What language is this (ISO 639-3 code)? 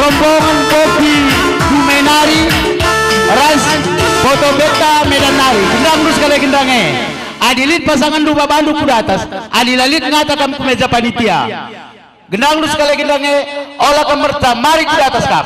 btx